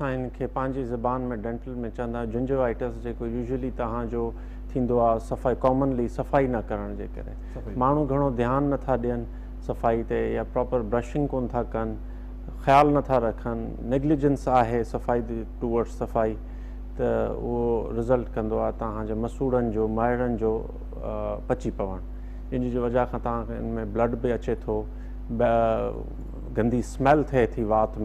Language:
Sindhi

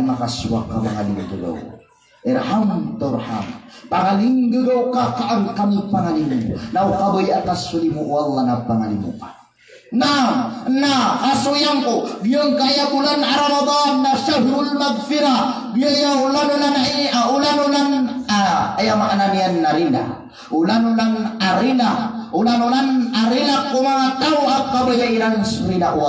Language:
Maranao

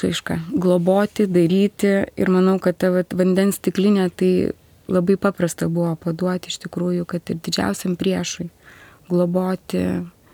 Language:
Lithuanian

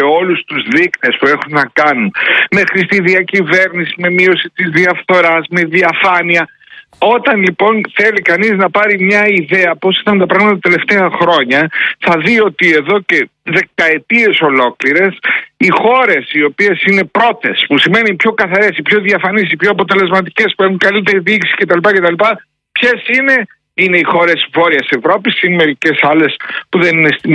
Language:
Greek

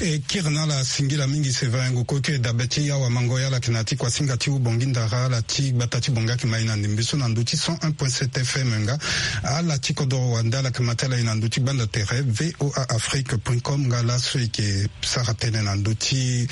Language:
Sango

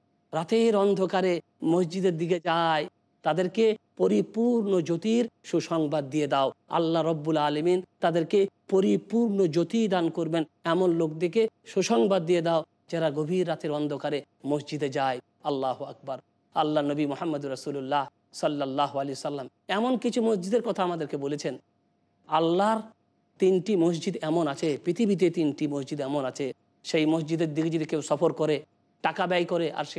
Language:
Bangla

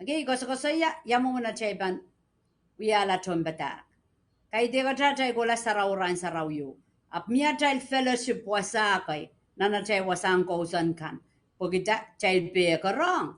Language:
Pohnpeian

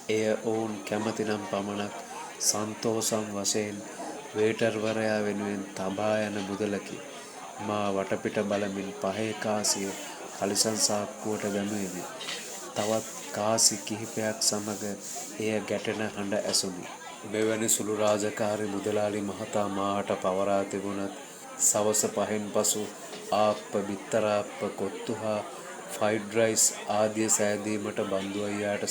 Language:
Sinhala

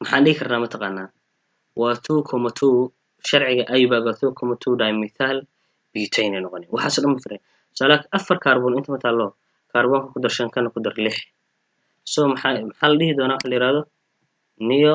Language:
Somali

